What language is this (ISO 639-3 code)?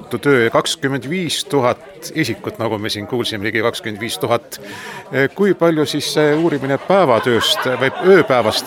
est